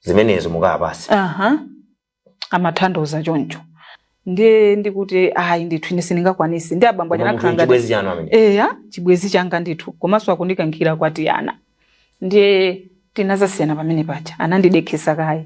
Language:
Nyanja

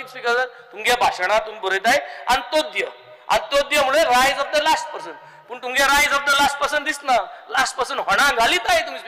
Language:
Konkani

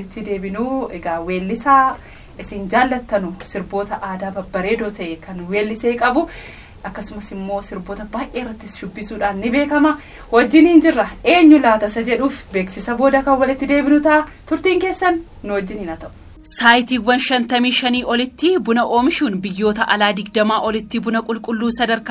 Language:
Oromo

